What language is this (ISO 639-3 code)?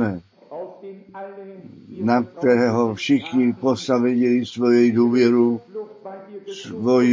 ces